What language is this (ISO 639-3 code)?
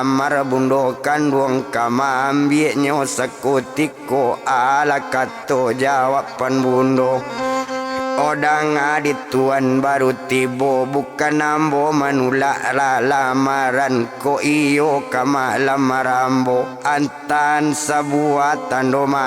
min